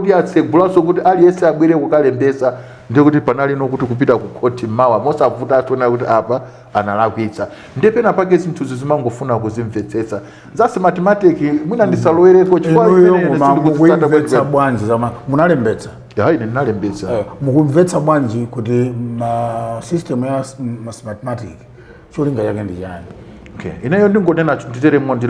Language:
Nyanja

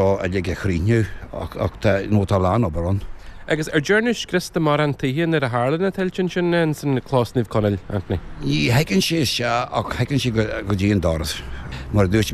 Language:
Irish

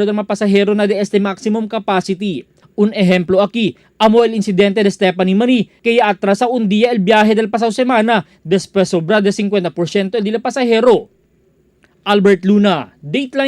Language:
Chavacano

